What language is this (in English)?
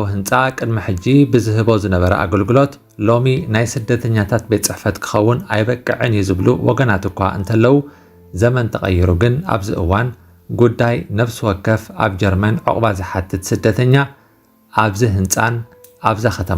Tigrinya